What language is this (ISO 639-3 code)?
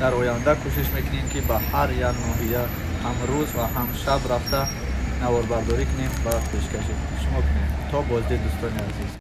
tgk